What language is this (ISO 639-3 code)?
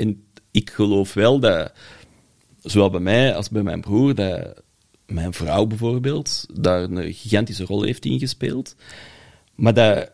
nld